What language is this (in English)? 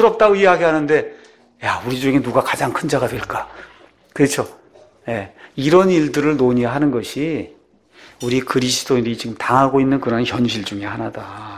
Korean